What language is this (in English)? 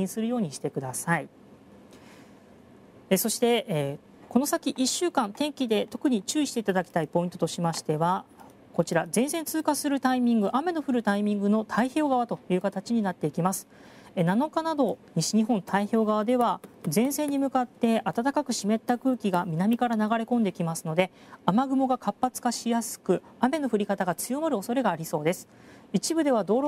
Japanese